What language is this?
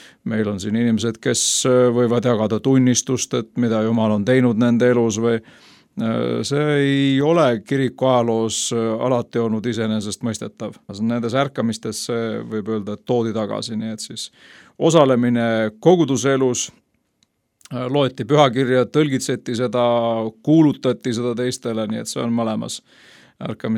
Estonian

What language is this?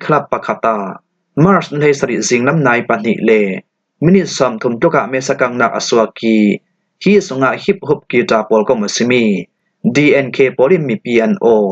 Falam Chin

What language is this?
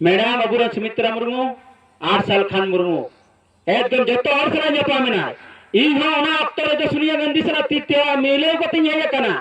Santali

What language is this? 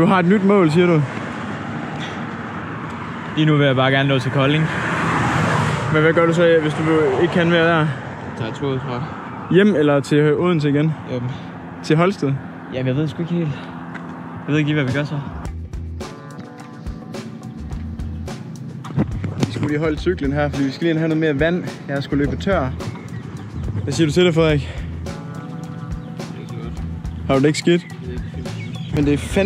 Danish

